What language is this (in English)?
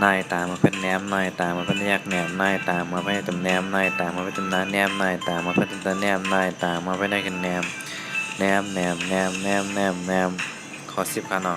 Shan